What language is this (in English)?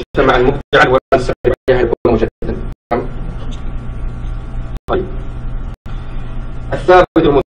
Arabic